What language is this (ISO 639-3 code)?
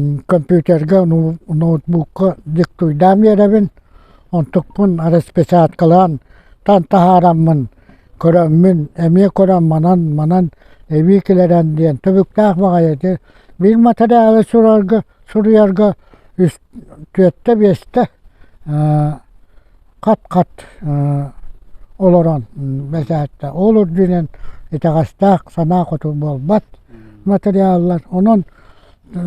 sah